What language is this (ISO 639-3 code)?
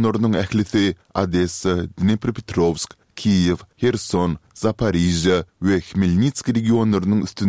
tuk